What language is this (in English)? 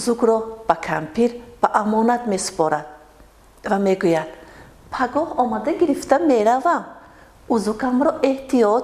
Tajik